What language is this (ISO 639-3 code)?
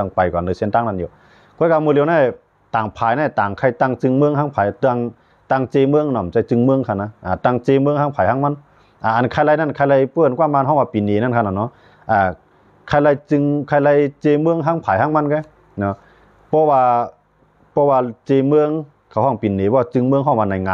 shn